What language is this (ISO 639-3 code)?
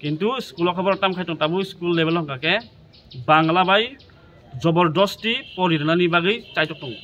trp